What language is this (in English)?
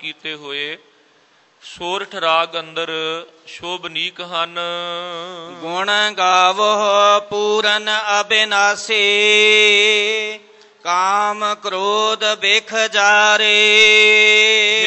Punjabi